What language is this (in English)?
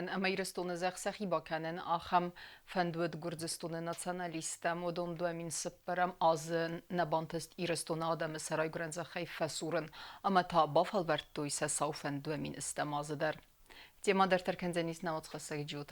Ossetic